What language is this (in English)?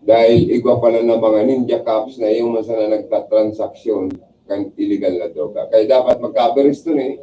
Bikol